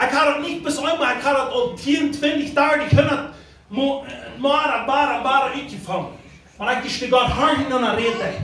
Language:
Plautdietsch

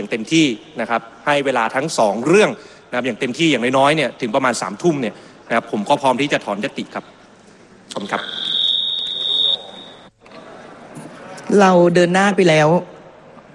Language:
Thai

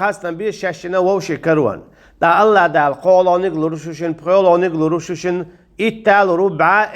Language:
Chechen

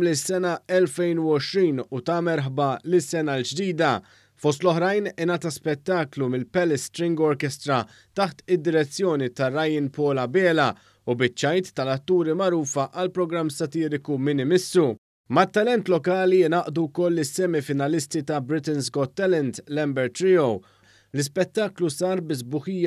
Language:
Maltese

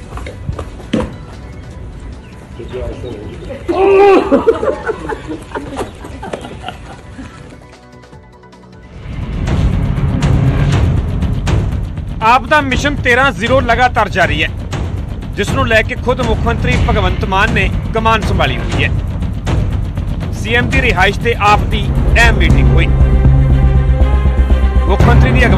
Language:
Punjabi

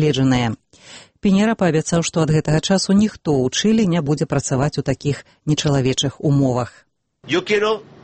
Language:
Belarusian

